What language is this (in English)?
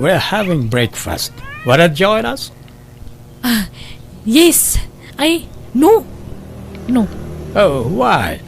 Iloko